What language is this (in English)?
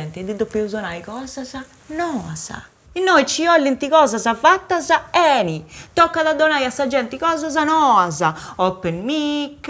Sardinian